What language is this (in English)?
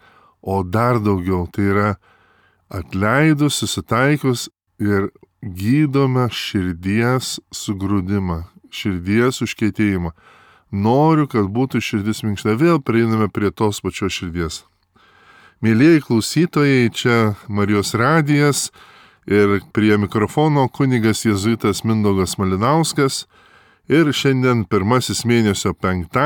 Lithuanian